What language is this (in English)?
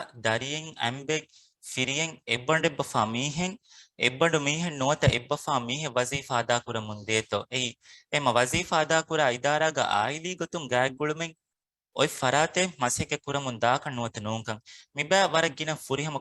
Divehi